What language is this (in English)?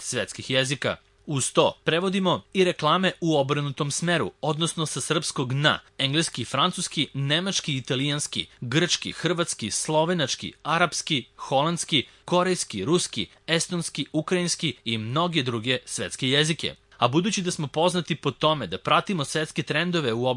Serbian